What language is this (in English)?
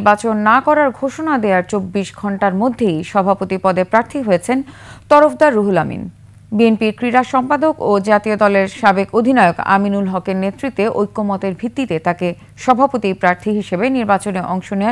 Bangla